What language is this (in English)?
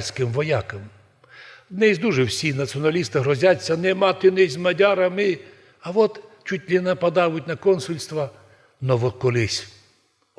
Rusyn